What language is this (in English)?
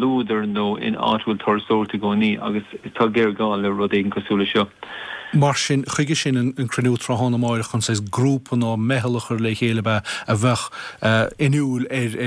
Irish